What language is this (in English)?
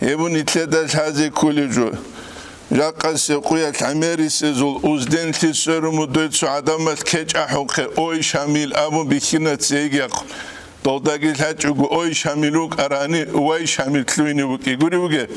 Avaric